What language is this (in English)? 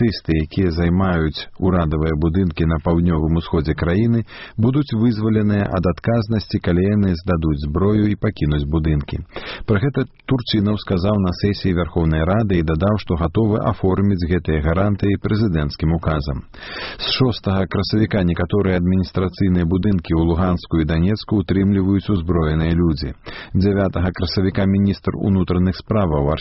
Belarusian